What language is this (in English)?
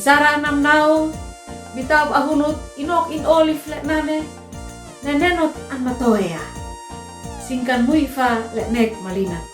Uab Meto